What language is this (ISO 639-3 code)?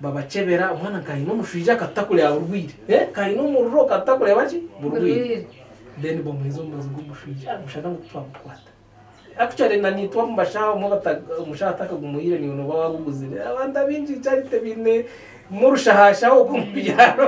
nyn